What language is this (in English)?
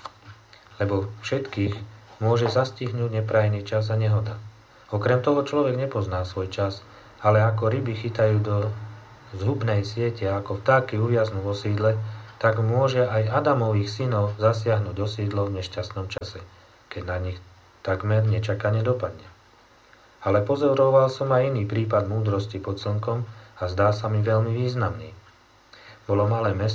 Slovak